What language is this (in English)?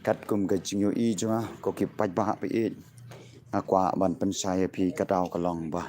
Khasi